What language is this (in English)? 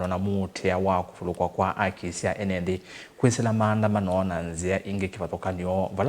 Kamba